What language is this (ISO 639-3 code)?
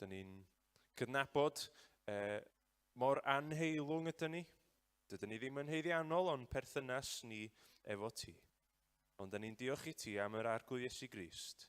cym